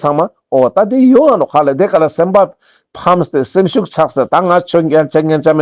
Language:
Ladakhi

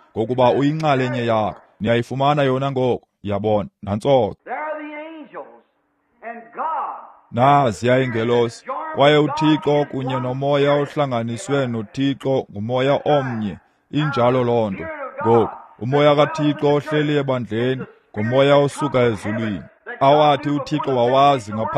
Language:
Xhosa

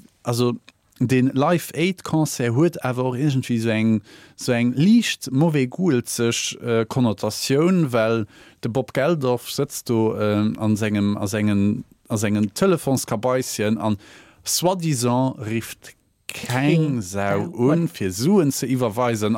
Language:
Luxembourgish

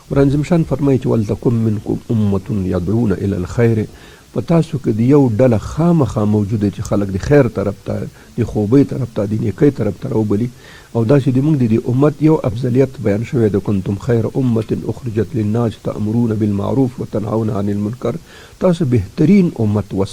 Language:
Pashto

